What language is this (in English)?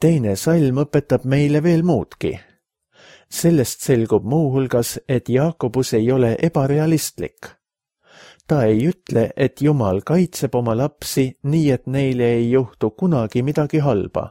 Estonian